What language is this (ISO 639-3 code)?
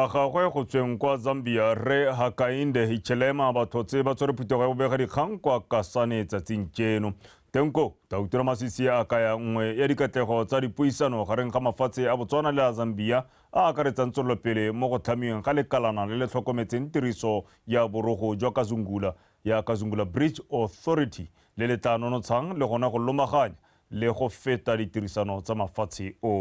tsn